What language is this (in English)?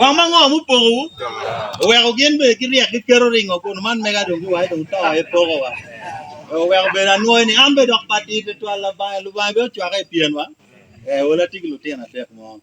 Acoli